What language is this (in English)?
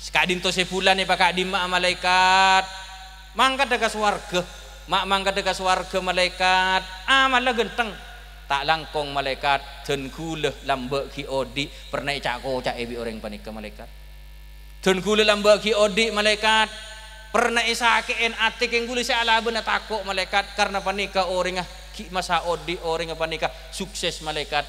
Madurese